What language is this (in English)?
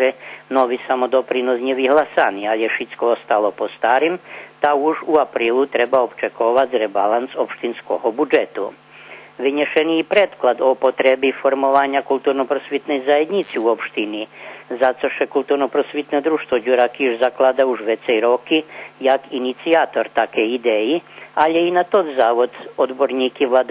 Rusyn